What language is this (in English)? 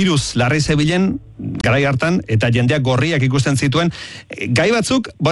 Basque